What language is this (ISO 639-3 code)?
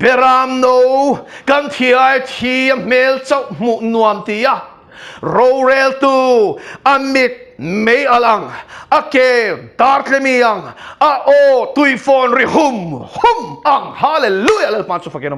lus